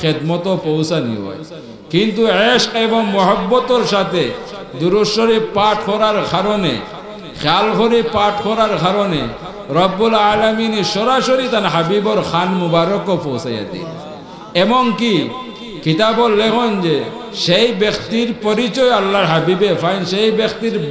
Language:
Sylheti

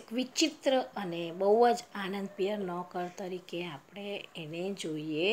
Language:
Gujarati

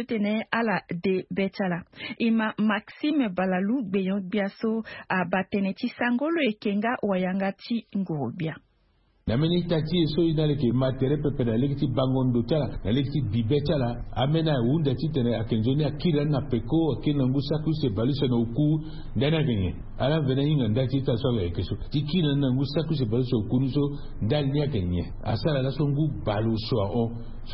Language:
Sango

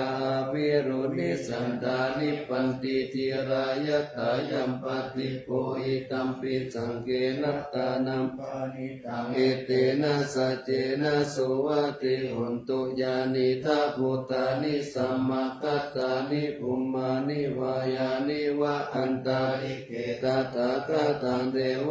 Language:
Pali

